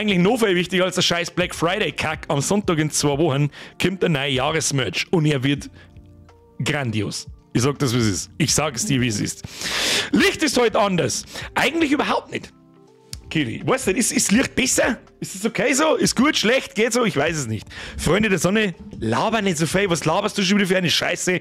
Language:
Bavarian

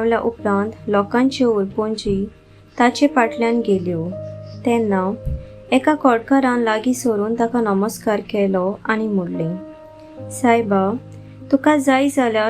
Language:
Konkani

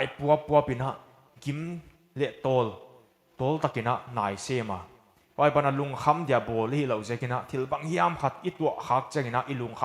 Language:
Paite Chin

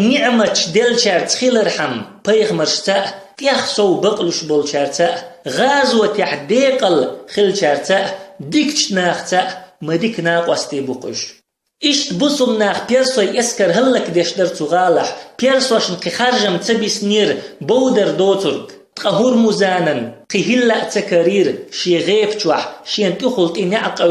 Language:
Chechen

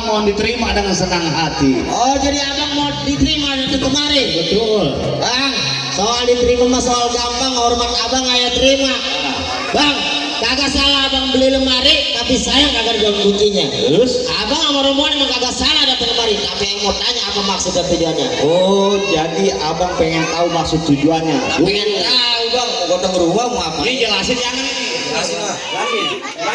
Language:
Betawi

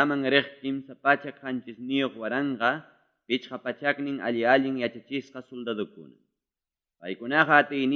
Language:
Ayacucho Quechua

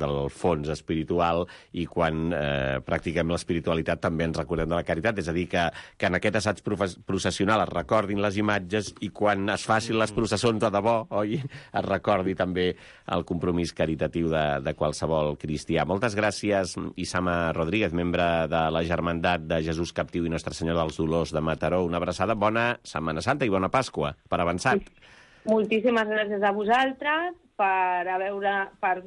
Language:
Catalan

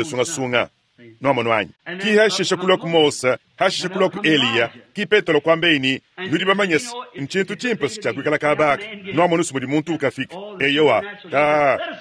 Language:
Luba-Lulua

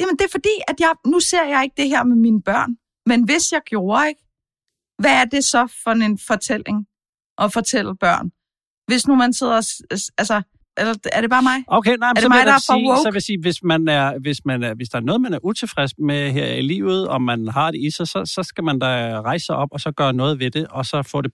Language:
Danish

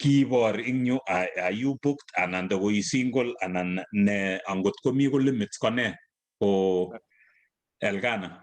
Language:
Kalenjin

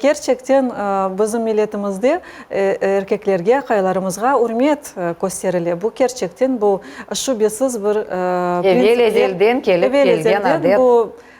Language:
Crimean Tatar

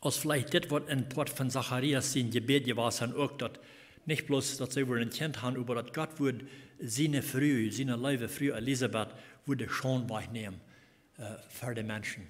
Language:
Plautdietsch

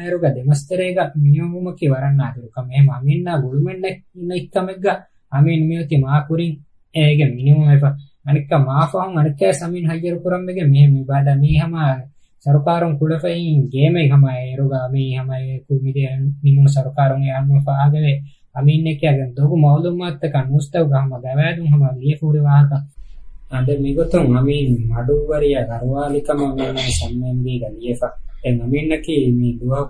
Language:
Divehi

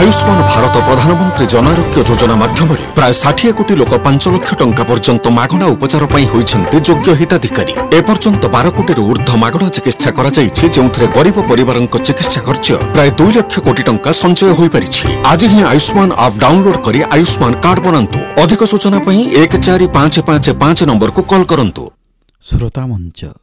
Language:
Odia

